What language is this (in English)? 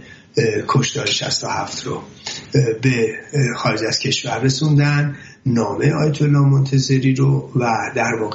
Persian